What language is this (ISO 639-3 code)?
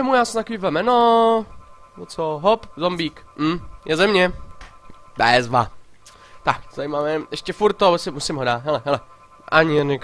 ces